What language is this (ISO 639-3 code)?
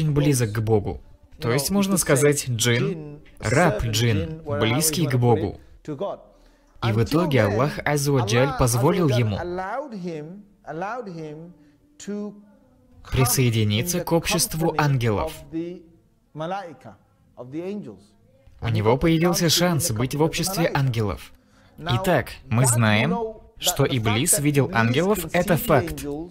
rus